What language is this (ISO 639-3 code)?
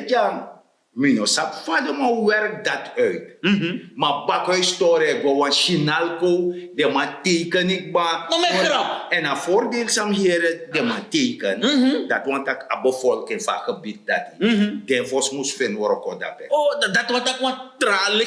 srn